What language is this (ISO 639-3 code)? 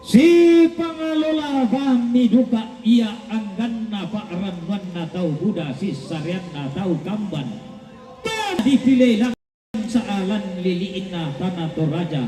sda